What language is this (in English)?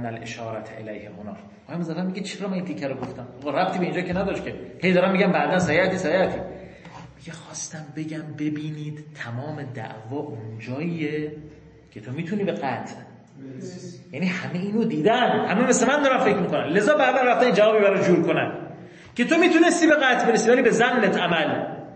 Persian